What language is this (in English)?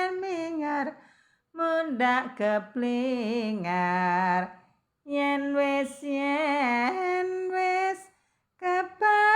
Javanese